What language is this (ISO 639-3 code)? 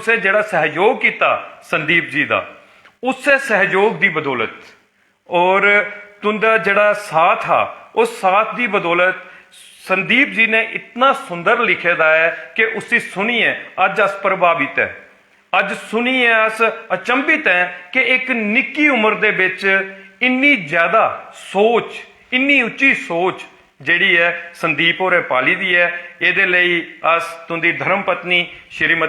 doi